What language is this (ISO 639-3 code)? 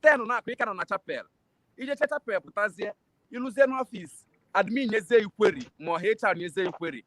ibo